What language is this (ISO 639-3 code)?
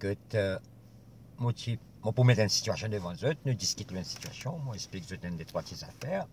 mfe